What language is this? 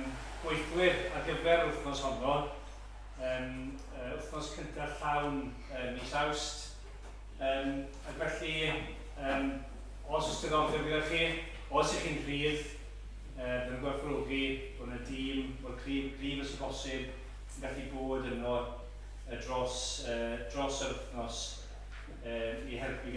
Welsh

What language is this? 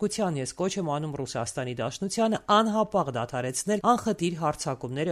Armenian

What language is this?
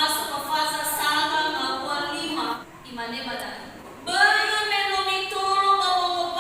Nias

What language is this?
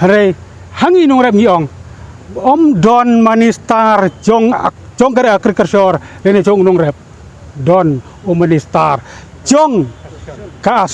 Khasi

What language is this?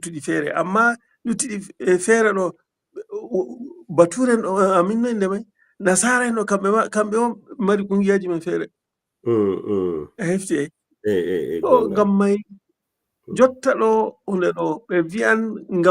Fula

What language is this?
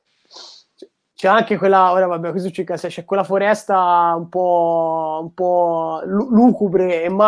Italian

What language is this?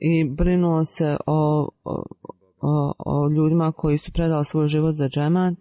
Bosnian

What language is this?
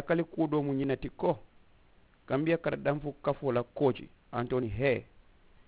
Mandingo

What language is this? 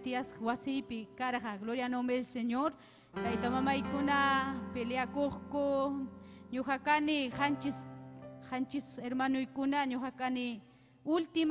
Ayacucho Quechua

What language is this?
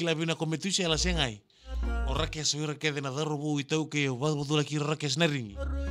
Fijian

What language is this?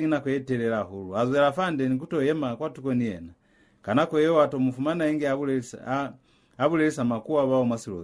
Lozi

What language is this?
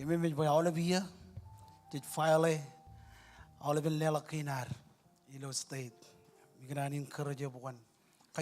Marshallese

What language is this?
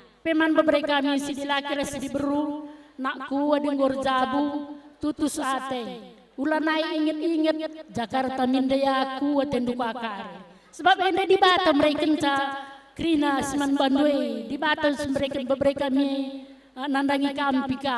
Batak Karo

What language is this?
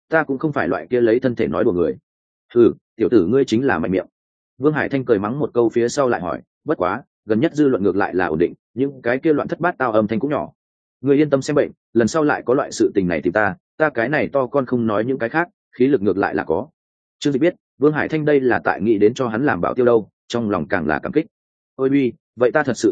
Vietnamese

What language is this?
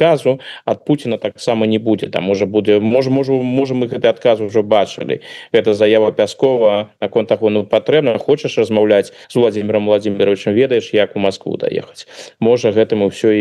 Belarusian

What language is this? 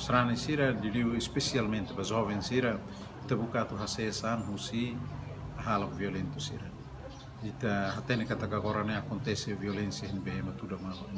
Tetum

